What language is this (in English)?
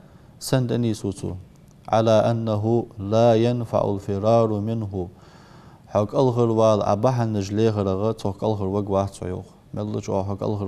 Ingush